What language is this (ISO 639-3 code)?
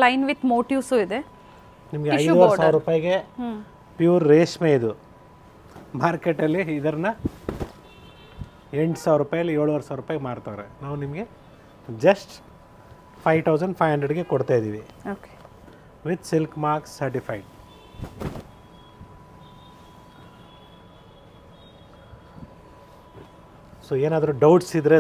kan